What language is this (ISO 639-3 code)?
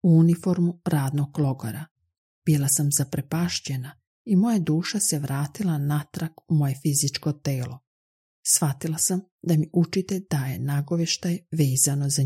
hrv